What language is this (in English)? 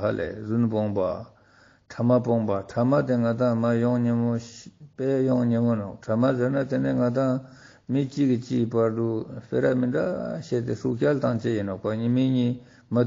Ladakhi